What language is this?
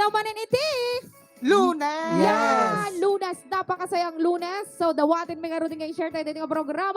Iloko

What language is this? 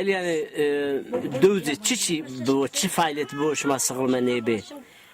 Zaza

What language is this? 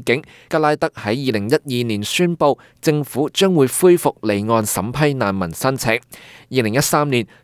Cantonese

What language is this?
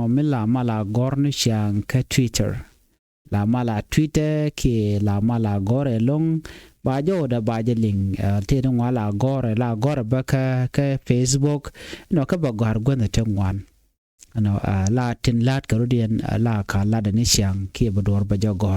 Nuer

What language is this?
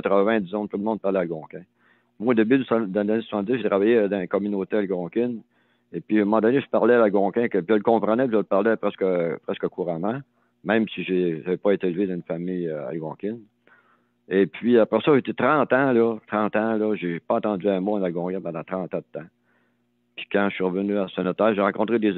French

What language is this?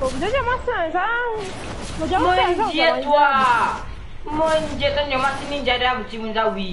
Morisyen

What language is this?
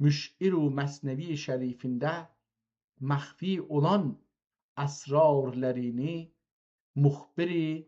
South Azerbaijani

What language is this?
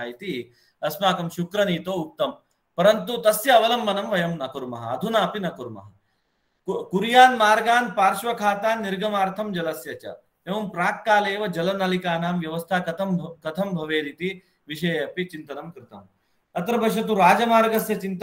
Sanskrit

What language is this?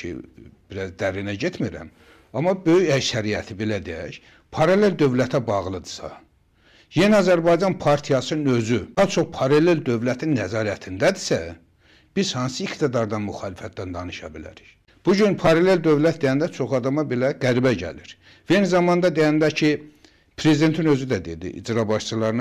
Azerbaijani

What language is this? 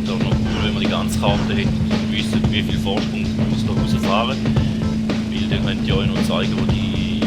Swiss German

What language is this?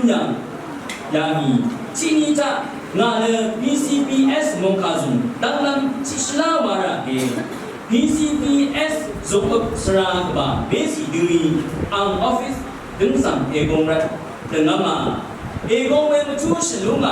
Rawang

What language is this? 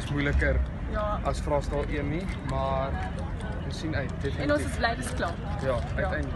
Afrikaans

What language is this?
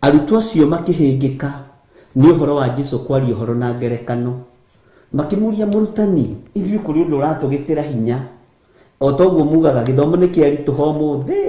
Kikuyu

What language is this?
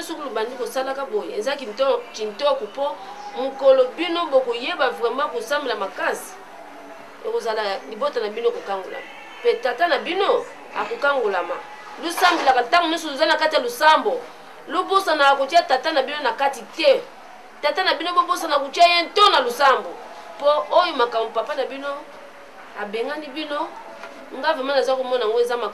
Lingala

